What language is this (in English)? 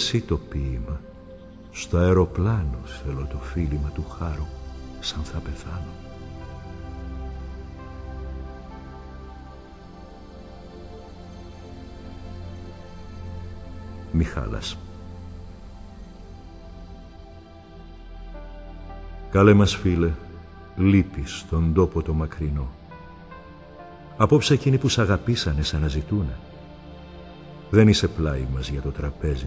Greek